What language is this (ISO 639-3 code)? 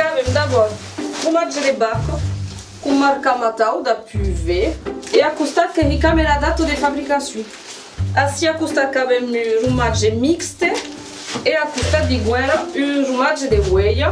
oci